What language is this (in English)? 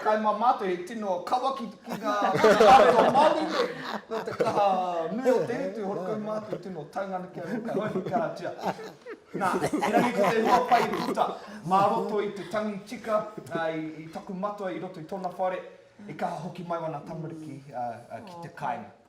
Māori